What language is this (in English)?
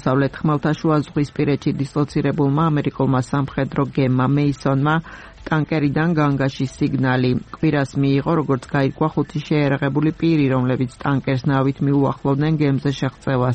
Georgian